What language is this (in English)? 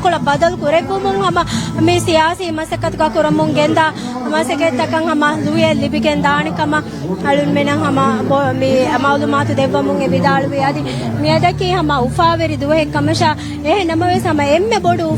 Divehi